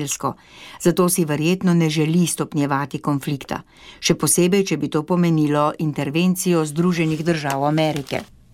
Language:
Slovenian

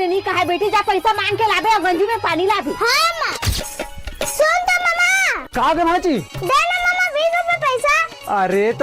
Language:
Chhattisgarhi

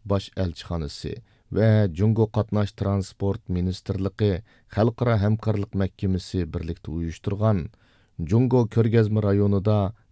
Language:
Uyghur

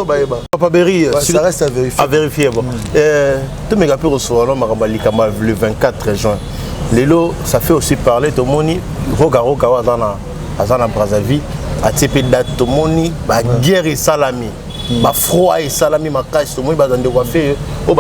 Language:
Lingala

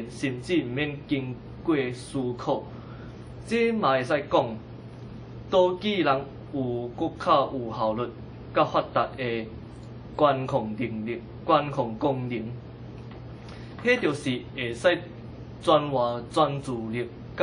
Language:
Min Nan Chinese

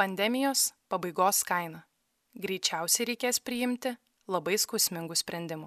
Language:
Lithuanian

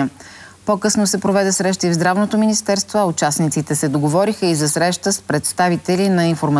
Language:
Bulgarian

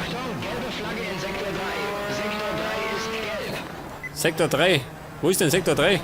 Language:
Bavarian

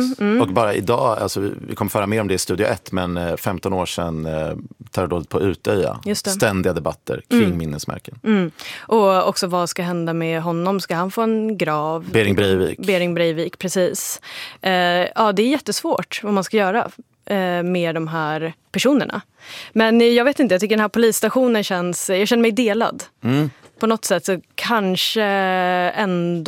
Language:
Swedish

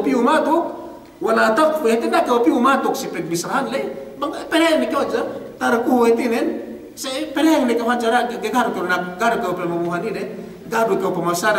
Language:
Yakan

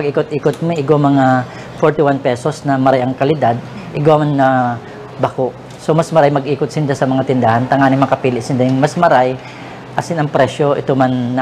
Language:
Bikol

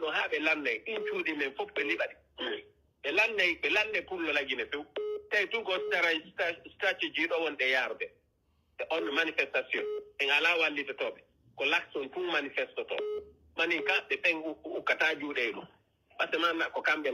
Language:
Pular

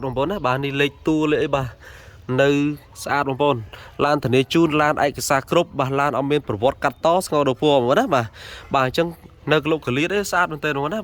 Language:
Khmer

